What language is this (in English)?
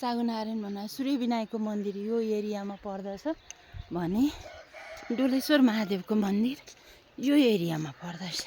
Nepali